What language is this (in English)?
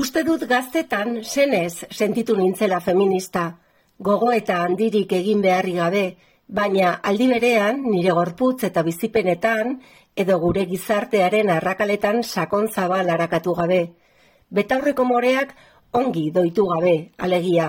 Basque